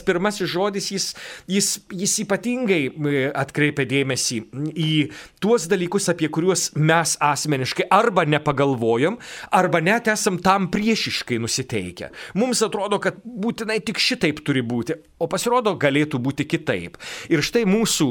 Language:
Lithuanian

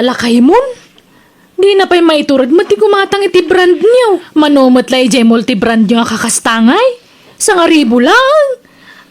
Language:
Iloko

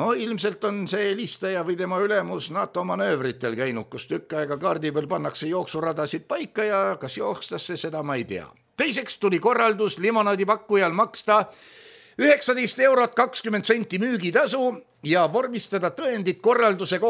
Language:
Estonian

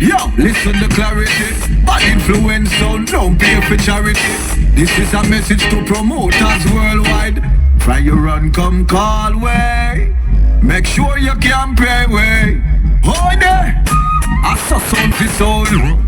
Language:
Jamaican Creole English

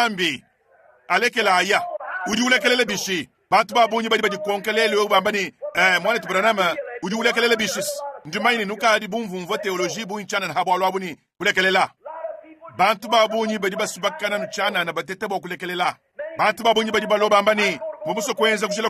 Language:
Luba-Lulua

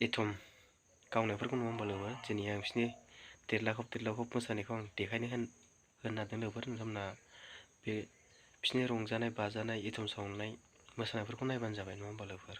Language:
Bodo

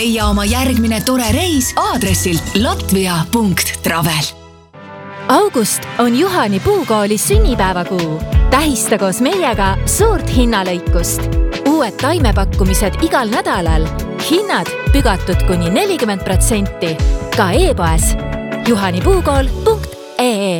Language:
Estonian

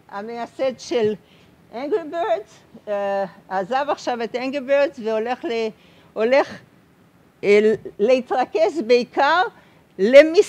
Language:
Hebrew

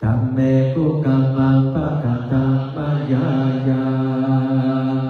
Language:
Pali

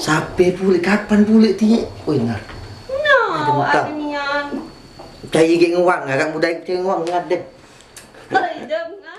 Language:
Musi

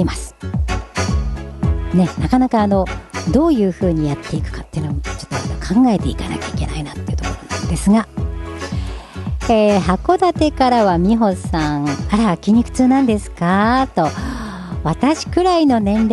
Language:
Japanese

